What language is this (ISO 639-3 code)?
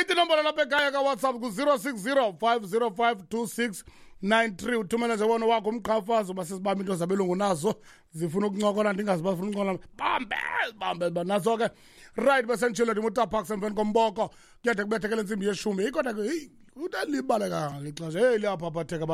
xho